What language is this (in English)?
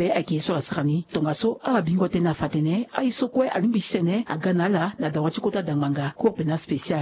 Sango